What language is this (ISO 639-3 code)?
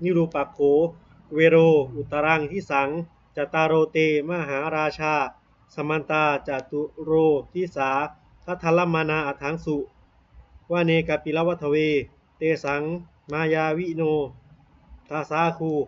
pli